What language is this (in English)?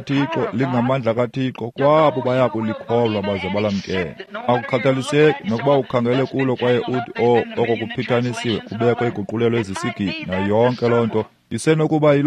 Xhosa